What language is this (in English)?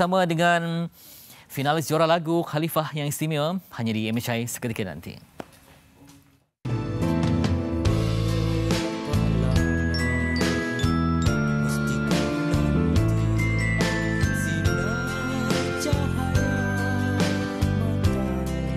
Malay